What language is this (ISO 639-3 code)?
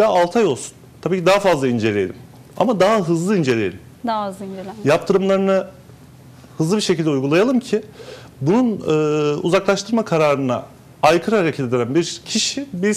tur